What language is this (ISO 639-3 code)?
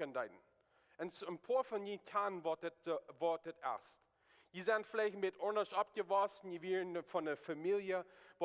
pdt